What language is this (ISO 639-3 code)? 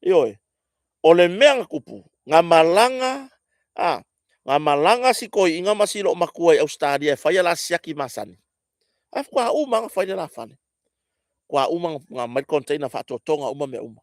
smo